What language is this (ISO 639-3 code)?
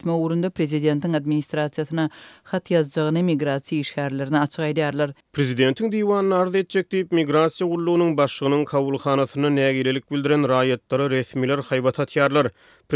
tuk